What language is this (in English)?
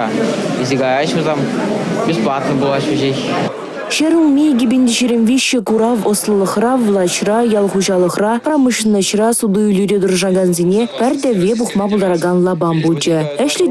Chuvash